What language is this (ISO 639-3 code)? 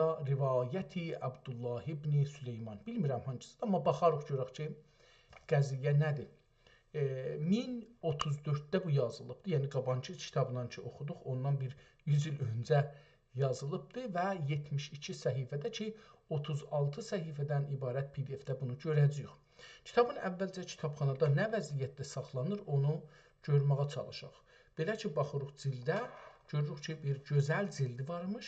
azb